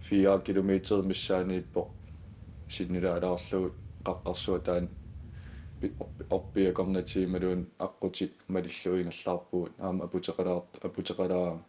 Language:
Kalaallisut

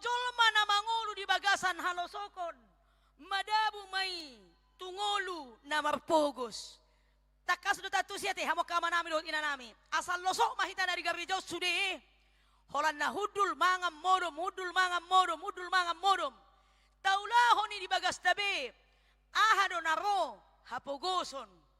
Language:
Batak Toba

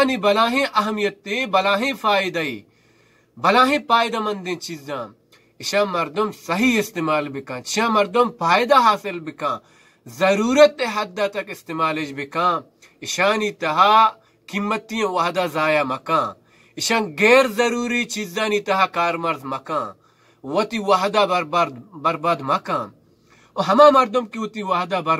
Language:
Baluchi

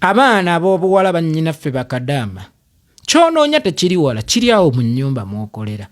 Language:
Ganda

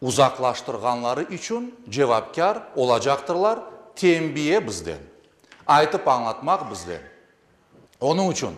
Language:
Crimean Tatar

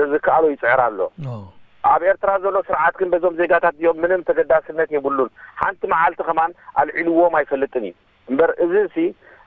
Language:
Tigrinya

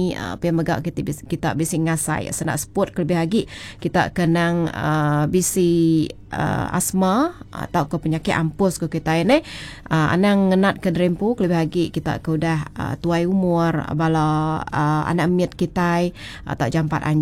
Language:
Iban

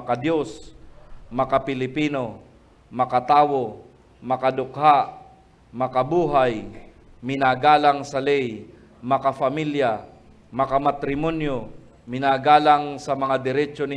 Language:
Bikol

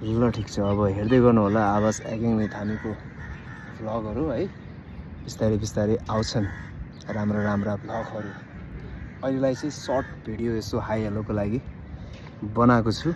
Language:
Nepali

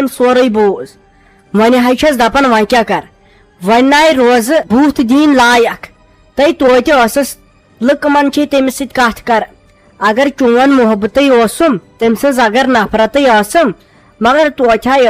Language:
Kashmiri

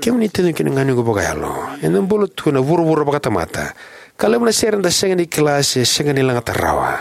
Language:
Fijian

